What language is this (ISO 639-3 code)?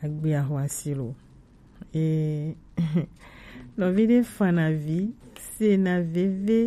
gej